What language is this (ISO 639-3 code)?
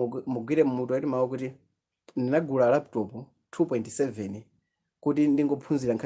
nya